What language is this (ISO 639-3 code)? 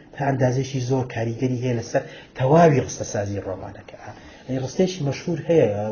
ckb